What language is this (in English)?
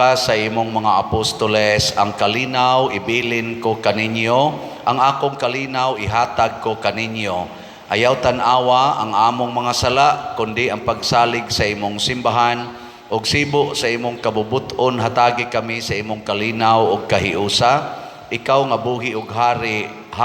Cebuano